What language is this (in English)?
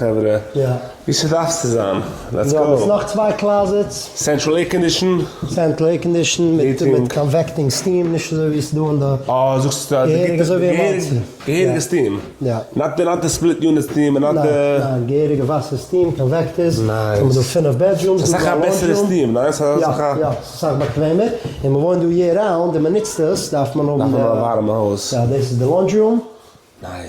Yiddish